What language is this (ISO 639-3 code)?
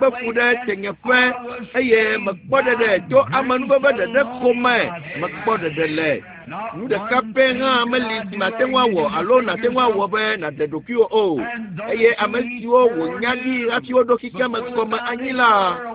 ewe